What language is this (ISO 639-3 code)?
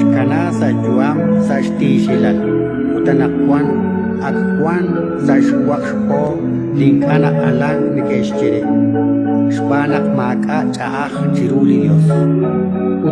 kek